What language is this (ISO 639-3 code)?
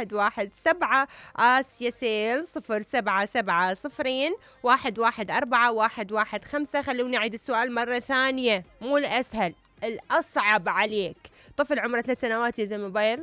acm